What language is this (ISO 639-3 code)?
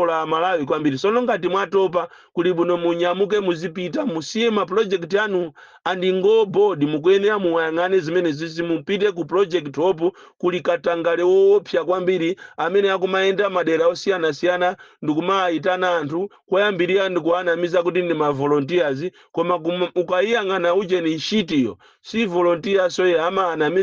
nya